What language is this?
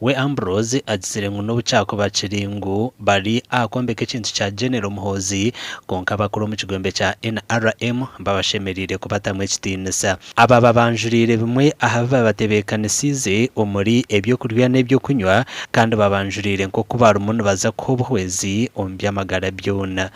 Nyankole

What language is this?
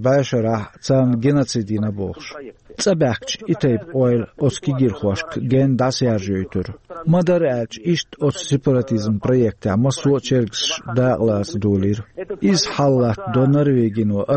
Chechen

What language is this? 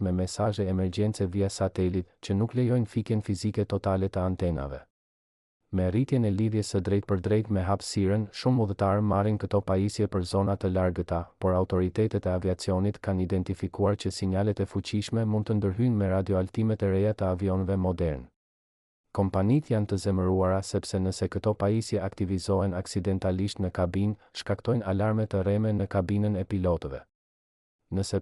Albanian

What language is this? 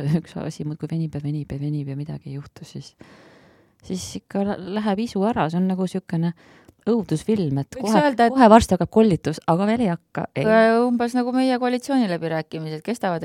Estonian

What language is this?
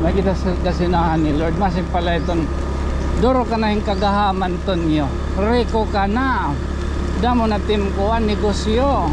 Waray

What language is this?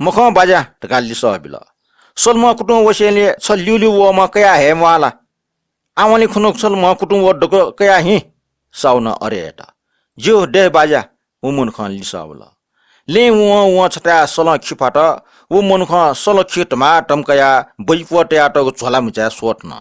Newari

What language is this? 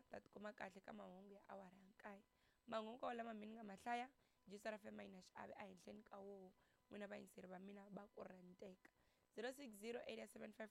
Tsonga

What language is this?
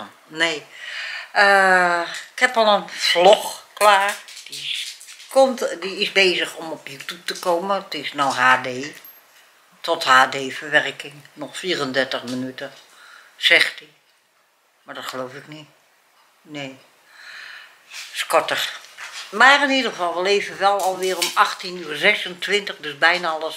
Dutch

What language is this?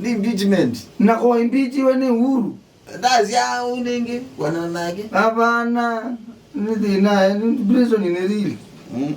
Kamba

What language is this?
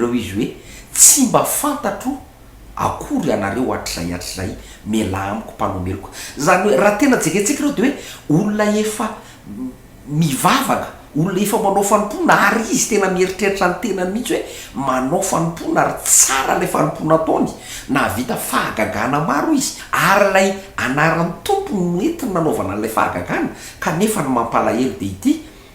Malagasy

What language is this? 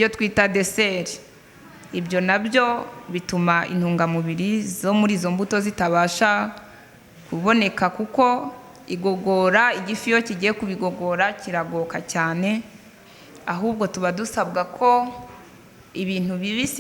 Kinyarwanda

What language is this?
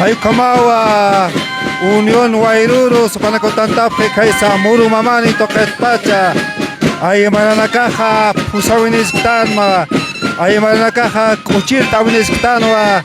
Aymara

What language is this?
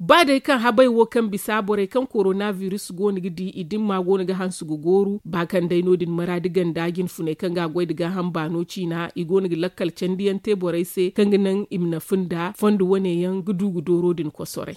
Zarma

